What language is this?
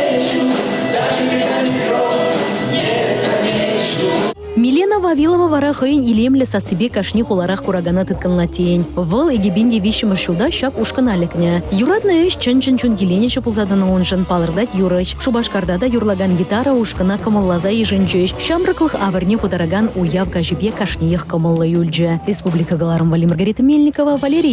Chuvash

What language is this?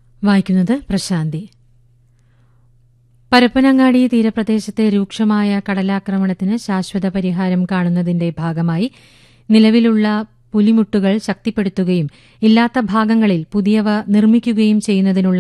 Malayalam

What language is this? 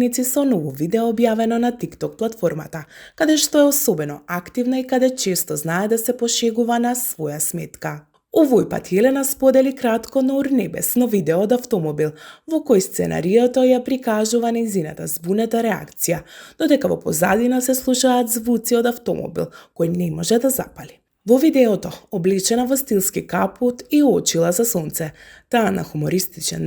Macedonian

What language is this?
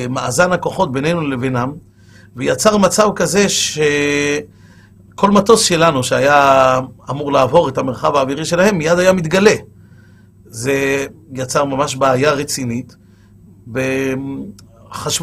Hebrew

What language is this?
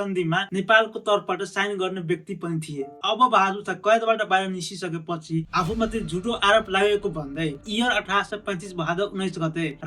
Nepali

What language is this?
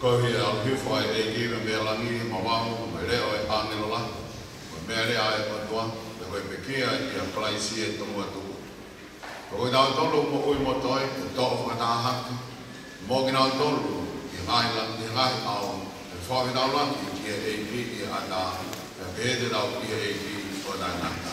Tongan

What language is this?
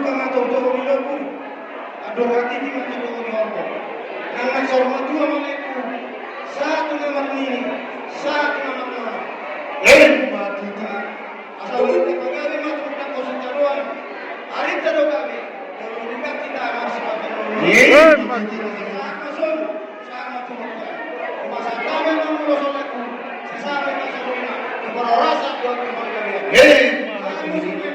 Batak Toba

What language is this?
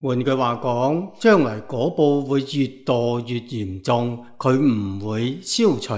Cantonese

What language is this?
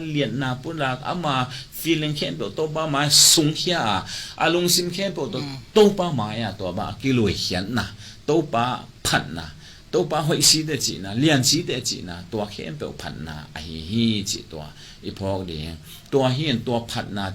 Tedim Chin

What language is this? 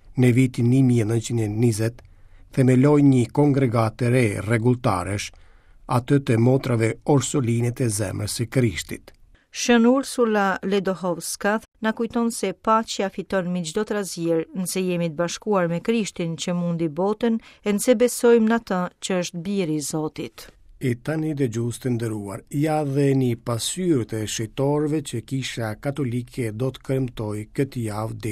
Albanian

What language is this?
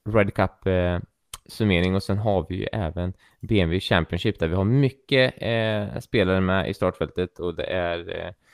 Swedish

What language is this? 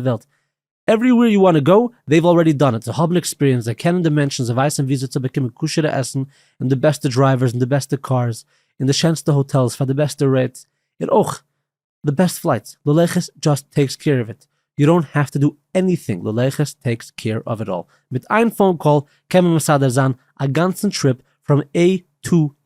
Yiddish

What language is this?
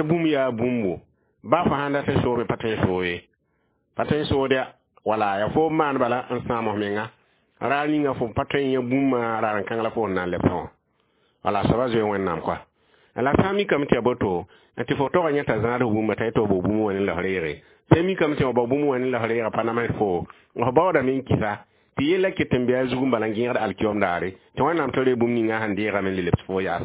Mossi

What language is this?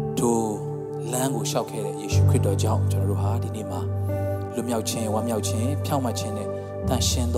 Burmese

